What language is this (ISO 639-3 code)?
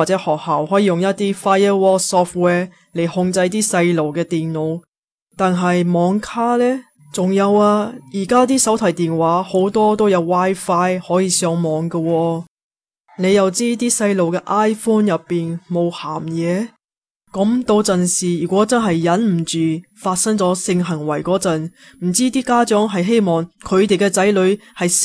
yue